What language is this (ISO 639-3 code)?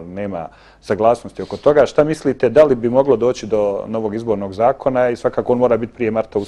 bos